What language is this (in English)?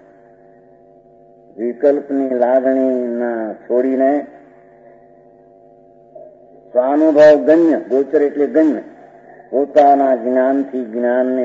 Gujarati